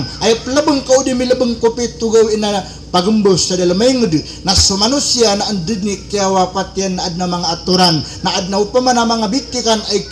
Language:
Maranao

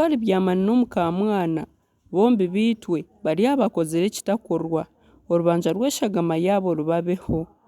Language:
Nyankole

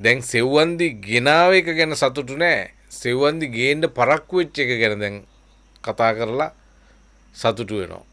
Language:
Sinhala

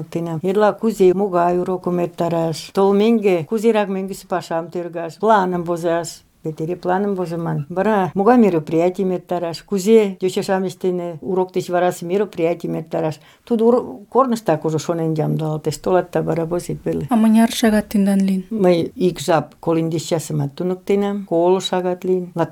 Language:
Mari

